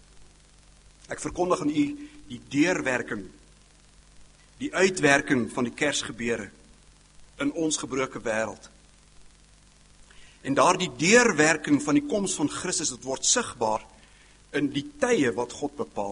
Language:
Afrikaans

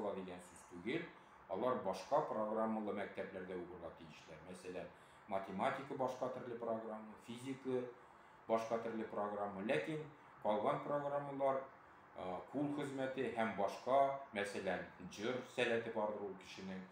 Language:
Tatar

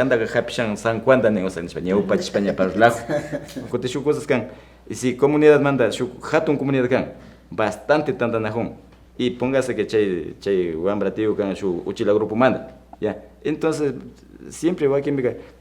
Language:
Imbabura Highland Quichua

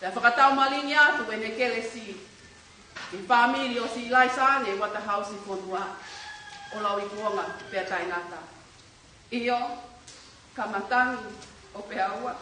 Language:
Tongan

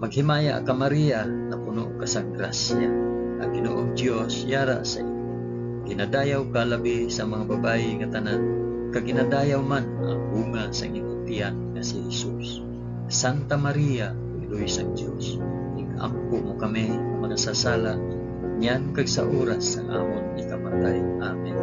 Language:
Hiligaynon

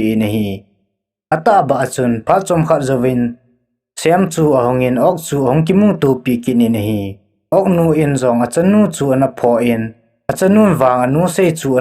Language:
Thado Chin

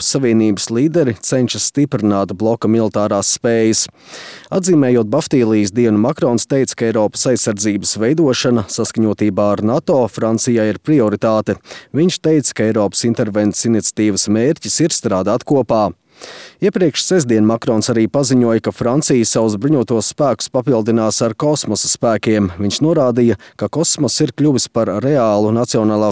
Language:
Latvian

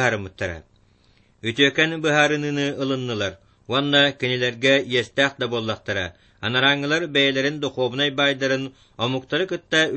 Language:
Yakut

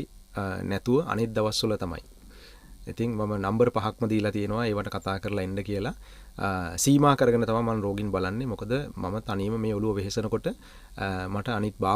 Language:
Sinhala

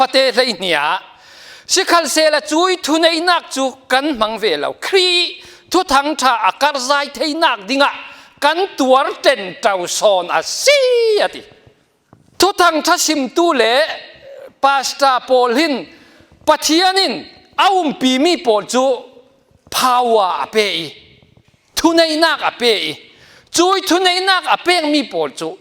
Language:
Falam Chin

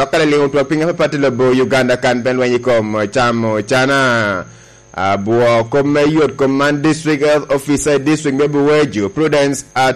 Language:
Lango (Uganda)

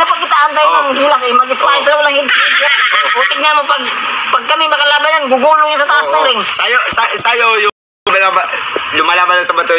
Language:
Filipino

